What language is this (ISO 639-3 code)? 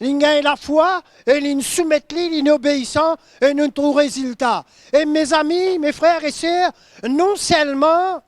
mfe